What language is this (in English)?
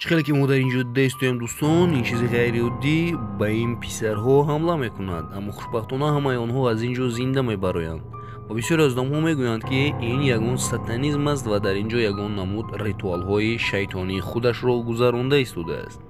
Tajik